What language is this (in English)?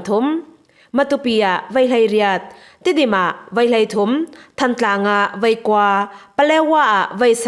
Falam Chin